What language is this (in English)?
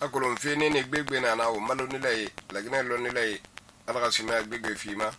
Susu